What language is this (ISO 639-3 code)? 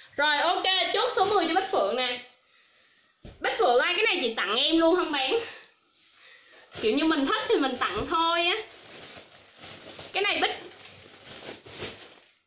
vie